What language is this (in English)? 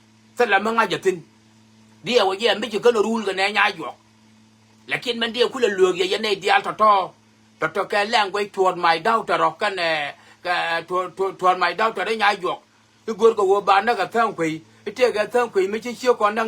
Nuer